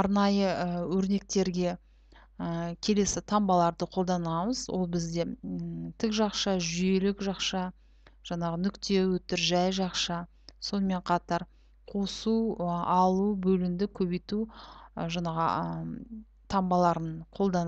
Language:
Kazakh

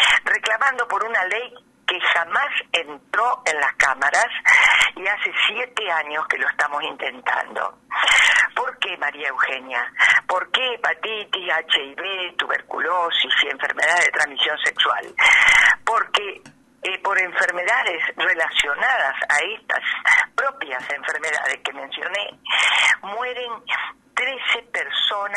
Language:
Spanish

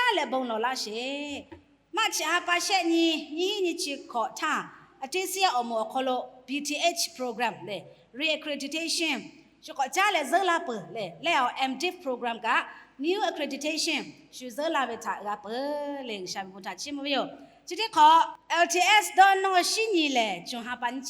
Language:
Lahu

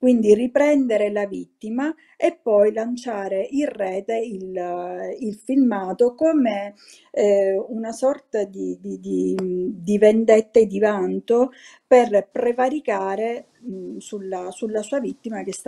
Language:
Italian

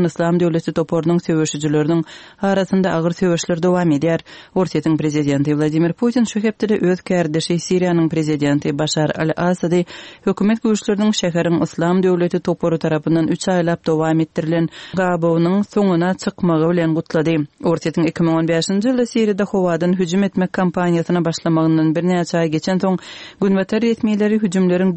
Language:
Turkmen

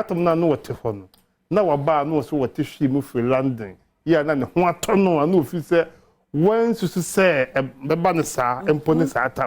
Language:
Akan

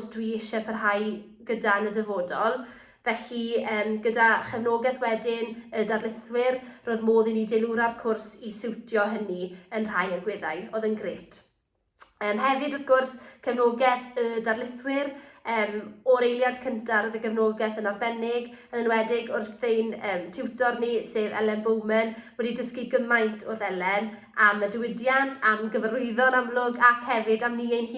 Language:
Welsh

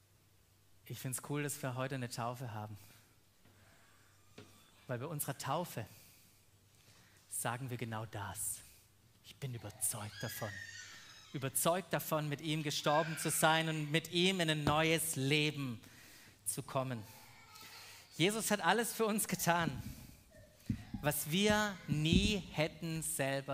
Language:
German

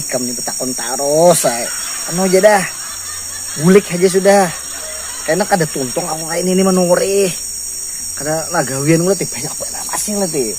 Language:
Banjar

